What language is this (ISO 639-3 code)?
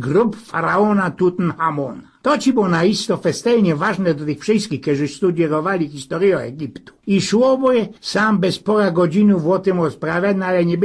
szl